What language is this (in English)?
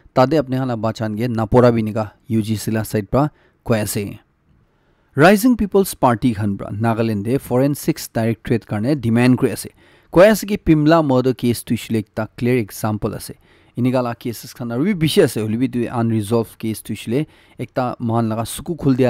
Naga Pidgin